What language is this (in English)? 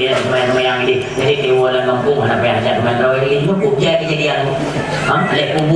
Achinese